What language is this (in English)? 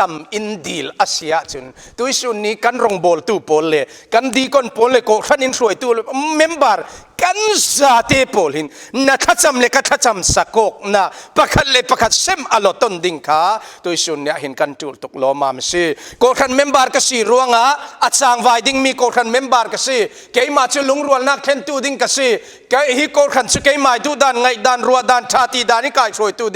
Falam Chin